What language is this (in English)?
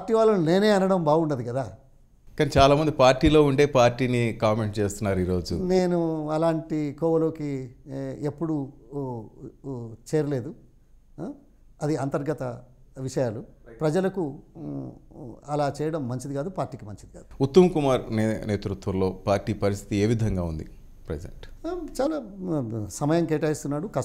Telugu